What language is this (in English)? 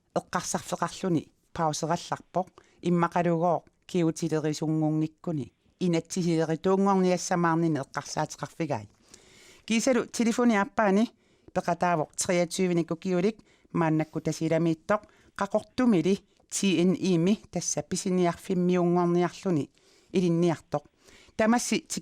Kalaallisut